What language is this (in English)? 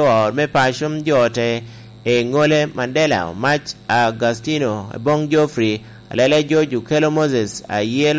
Lango (Uganda)